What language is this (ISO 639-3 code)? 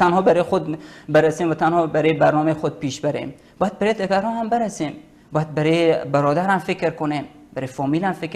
fas